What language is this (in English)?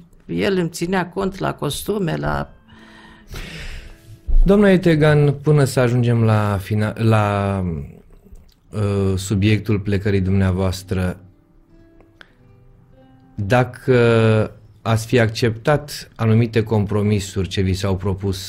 Romanian